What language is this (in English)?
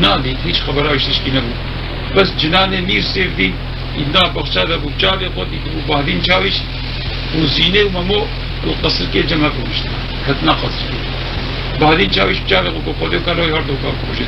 Kurdish